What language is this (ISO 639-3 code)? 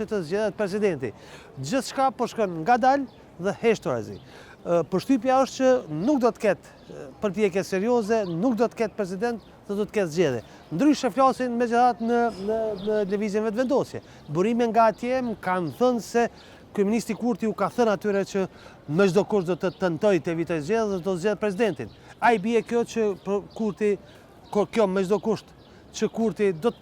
sqi